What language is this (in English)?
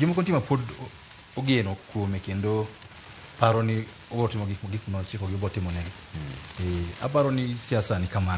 Luo (Kenya and Tanzania)